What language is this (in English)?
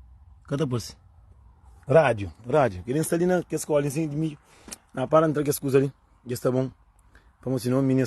Kabuverdianu